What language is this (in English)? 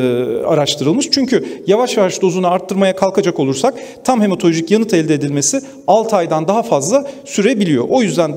Turkish